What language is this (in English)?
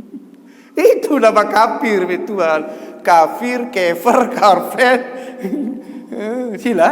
Sasak